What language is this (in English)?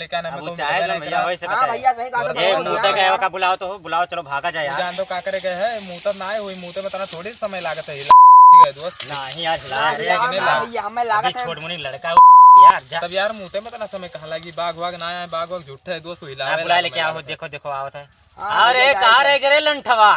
Awadhi